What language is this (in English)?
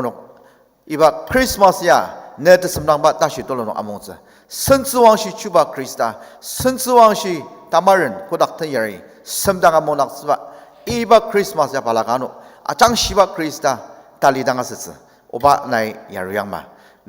Ao Naga